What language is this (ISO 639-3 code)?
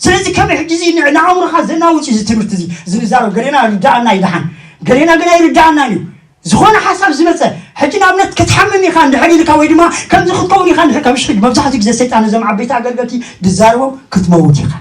tir